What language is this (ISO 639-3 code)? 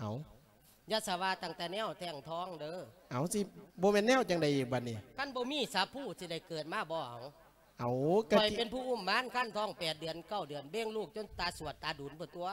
lao